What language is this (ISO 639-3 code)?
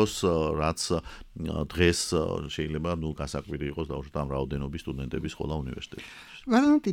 kat